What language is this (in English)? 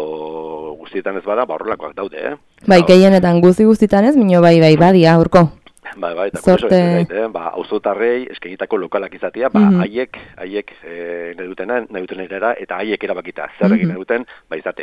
Basque